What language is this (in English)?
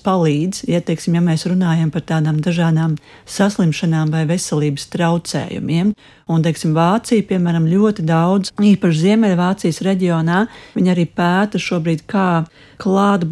Latvian